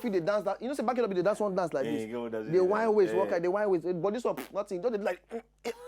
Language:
Nigerian Pidgin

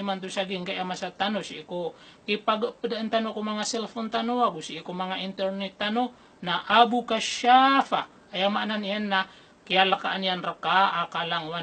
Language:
Maranao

